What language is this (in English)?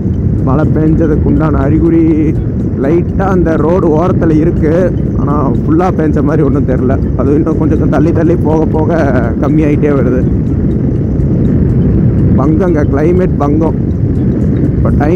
Tamil